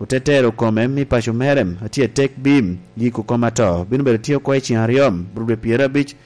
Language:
Lango (Uganda)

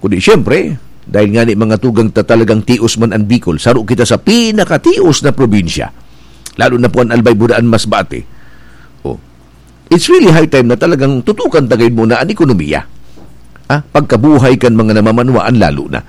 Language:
Bikol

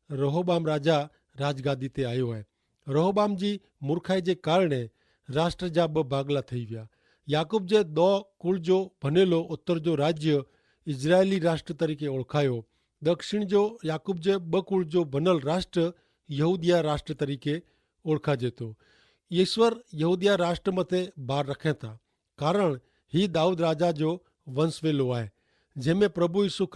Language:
Kachhi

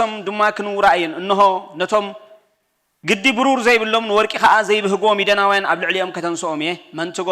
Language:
Tigrinya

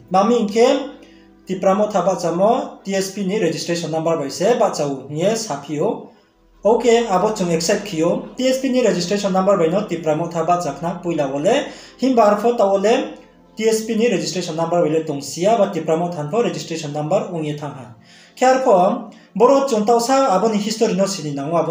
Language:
Riang (India)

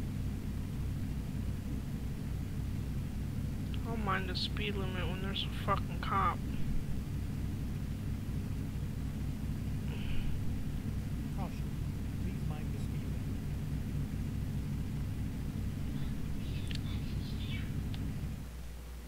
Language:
English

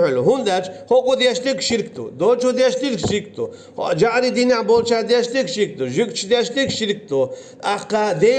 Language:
Chechen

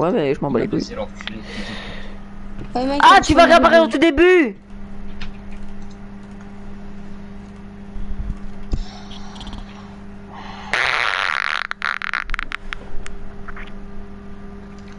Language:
French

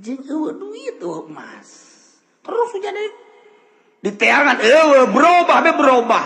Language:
Sundanese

